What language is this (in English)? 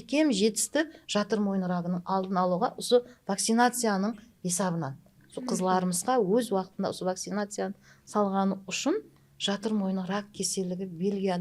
Kara-Kalpak